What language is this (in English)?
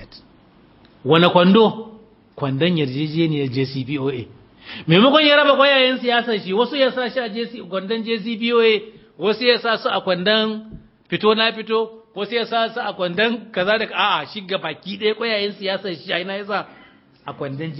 Hausa